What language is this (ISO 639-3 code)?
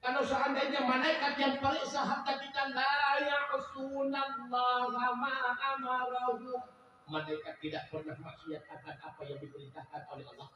ace